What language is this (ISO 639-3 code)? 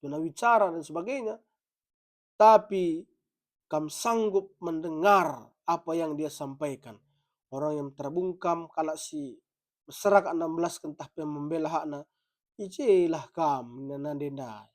btx